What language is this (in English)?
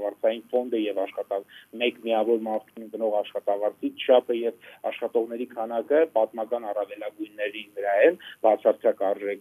Armenian